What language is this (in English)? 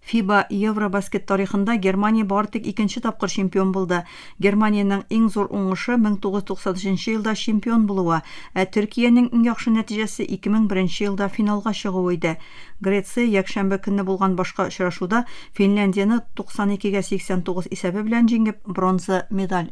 Tatar